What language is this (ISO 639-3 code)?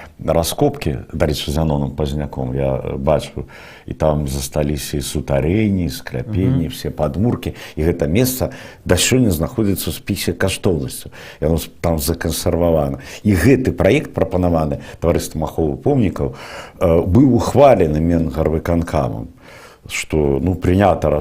bel